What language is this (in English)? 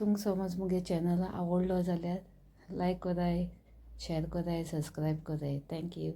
Konkani